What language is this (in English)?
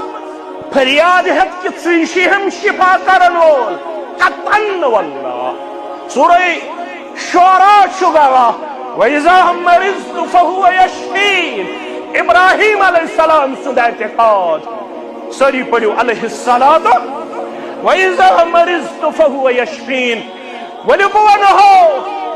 Kashmiri